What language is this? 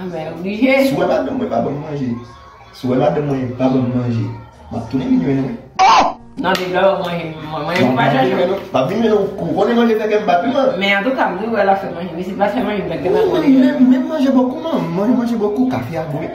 Haitian Creole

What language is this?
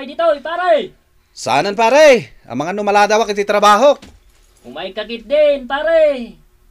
Iloko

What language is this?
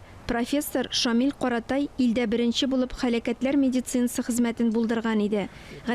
Tatar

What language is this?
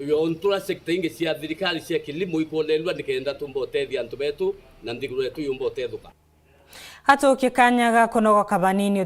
Meru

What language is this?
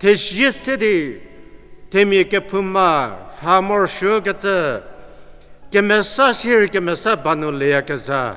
Angami Naga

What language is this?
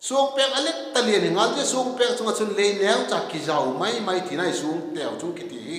Vaiphei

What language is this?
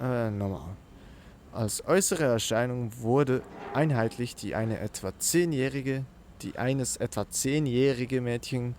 Swiss German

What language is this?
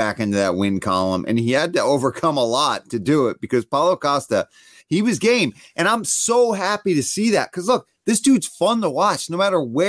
English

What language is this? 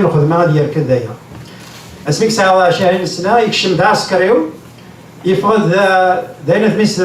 Kabyle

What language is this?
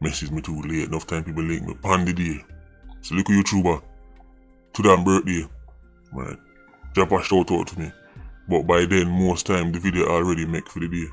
Jamaican Creole English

